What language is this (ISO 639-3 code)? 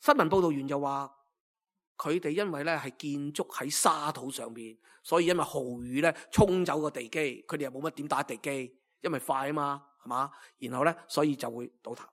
yue